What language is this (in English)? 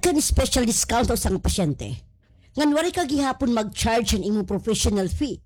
Waray